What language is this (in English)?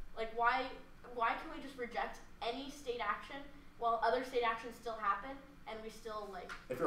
English